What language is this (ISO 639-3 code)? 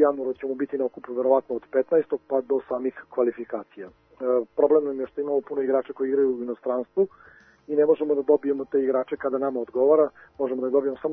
srp